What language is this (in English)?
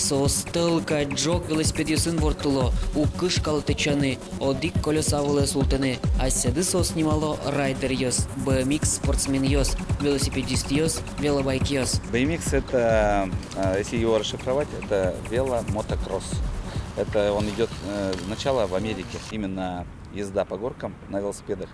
Udmurt